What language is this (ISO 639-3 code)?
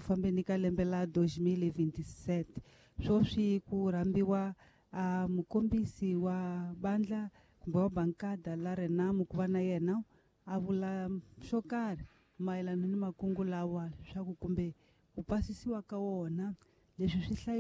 tso